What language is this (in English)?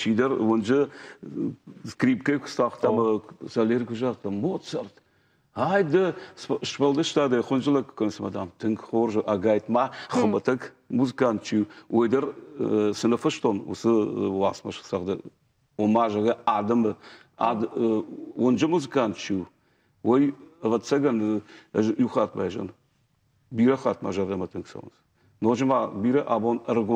Ossetic